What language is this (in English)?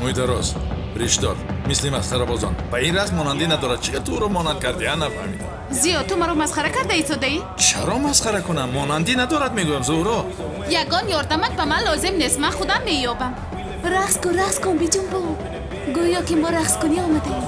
Tajik